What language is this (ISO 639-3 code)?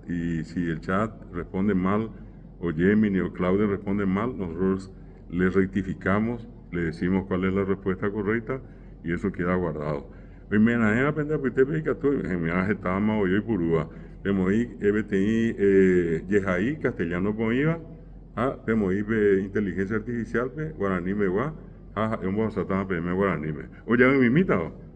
grn